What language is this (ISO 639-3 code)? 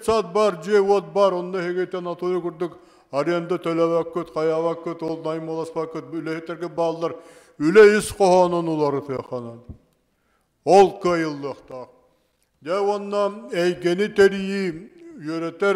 sah